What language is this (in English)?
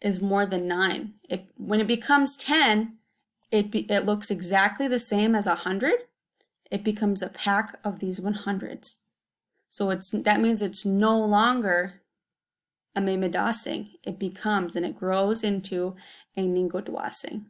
Chippewa